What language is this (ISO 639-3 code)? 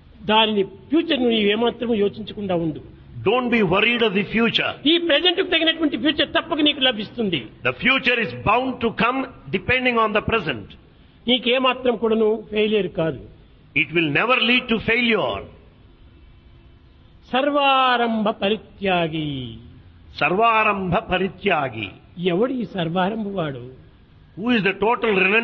tel